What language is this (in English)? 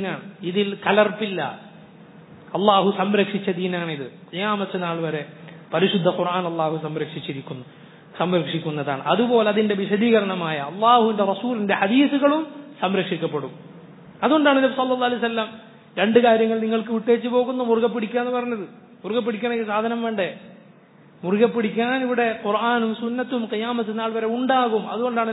Malayalam